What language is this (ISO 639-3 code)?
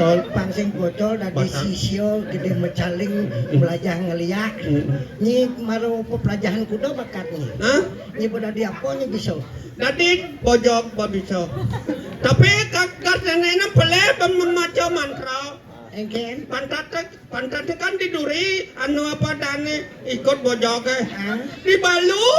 ban